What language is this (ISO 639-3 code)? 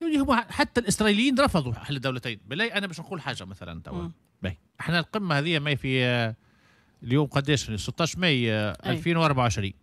aeb